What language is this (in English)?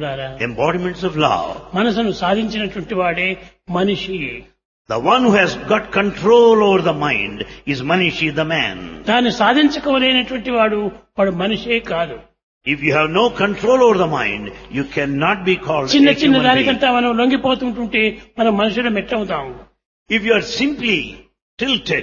Telugu